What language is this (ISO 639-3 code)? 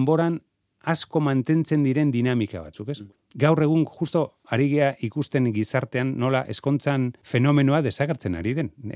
eus